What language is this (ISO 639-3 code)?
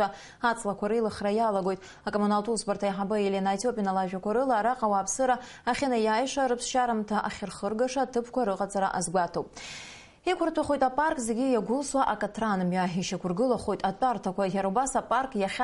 abk